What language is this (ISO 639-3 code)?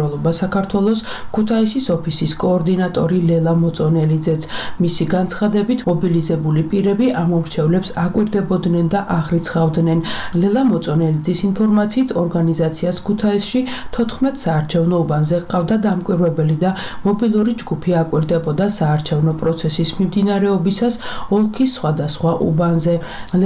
kat